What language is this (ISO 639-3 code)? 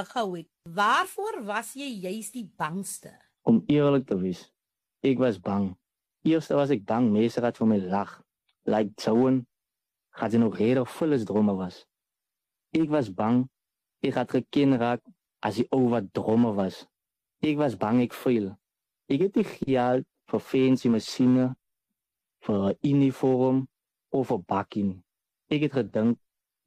afr